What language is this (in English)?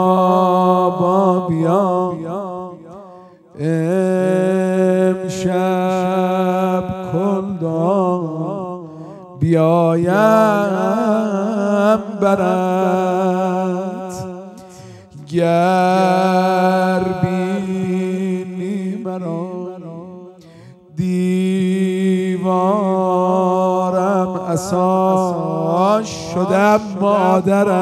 Persian